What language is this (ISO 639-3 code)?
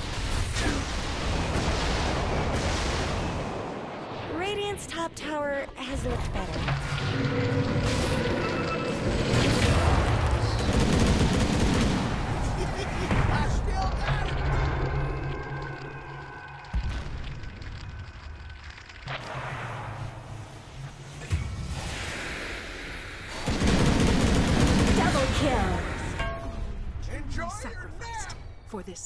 eng